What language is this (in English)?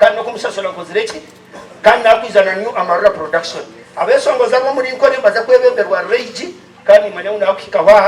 Nyankole